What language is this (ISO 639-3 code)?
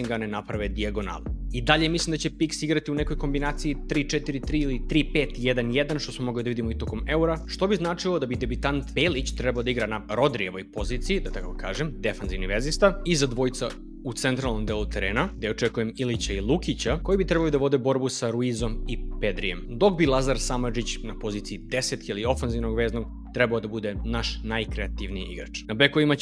srp